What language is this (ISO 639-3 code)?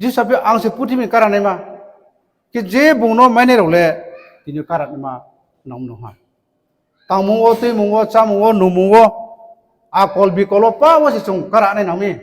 ria